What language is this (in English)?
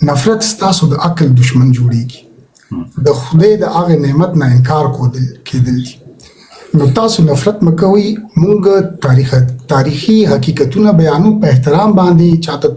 Pashto